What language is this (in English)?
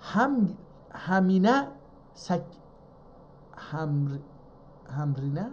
South Azerbaijani